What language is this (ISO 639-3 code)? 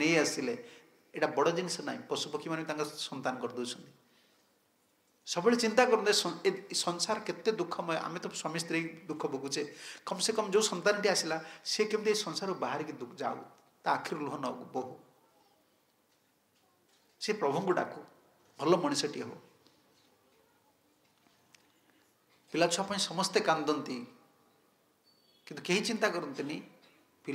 ori